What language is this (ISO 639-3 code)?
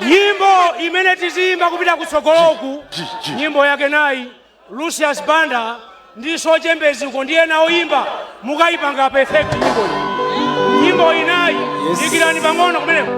nya